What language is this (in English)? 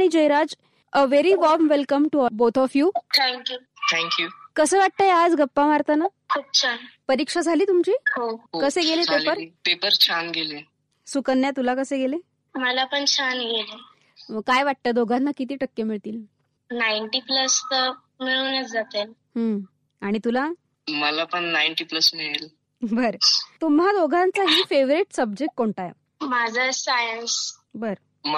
Marathi